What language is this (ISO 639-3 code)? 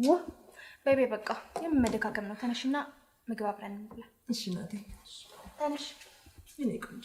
amh